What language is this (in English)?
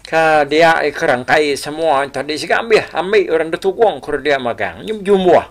Iban